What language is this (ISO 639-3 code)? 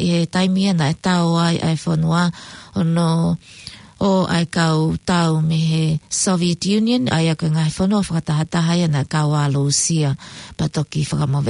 ton